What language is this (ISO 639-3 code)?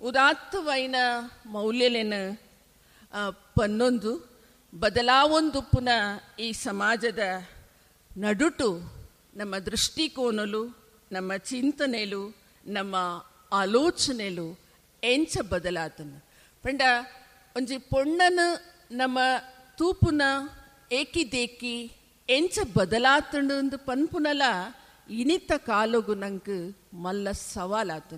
tcy